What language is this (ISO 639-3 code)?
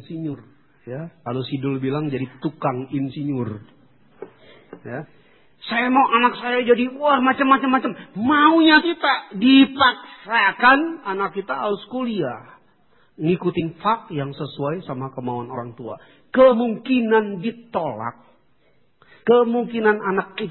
ind